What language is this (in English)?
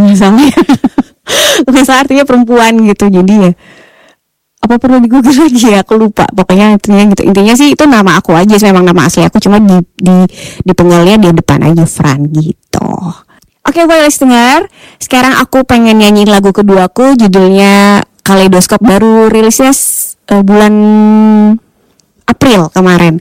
Indonesian